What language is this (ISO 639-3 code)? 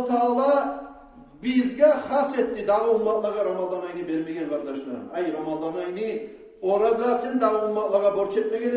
kum